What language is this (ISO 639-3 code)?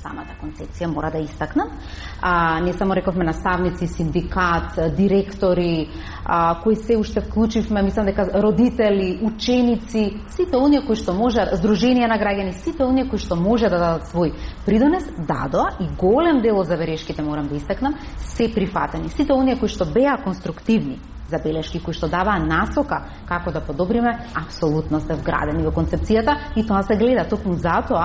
mkd